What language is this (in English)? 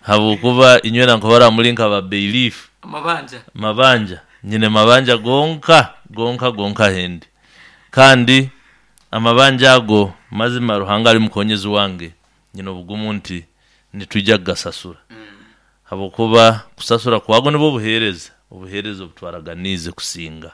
Nyankole